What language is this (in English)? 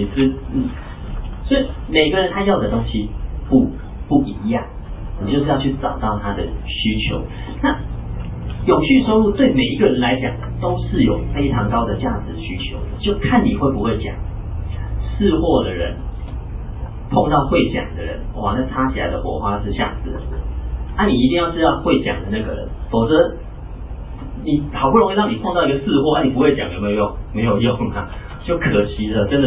Chinese